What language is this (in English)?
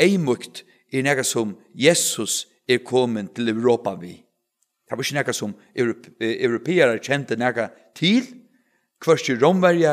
Faroese